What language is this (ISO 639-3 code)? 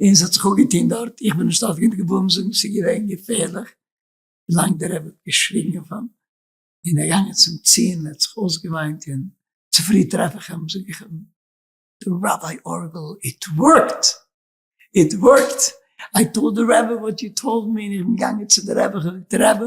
yid